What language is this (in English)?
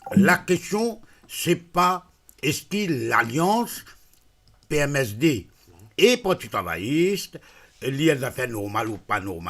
Morisyen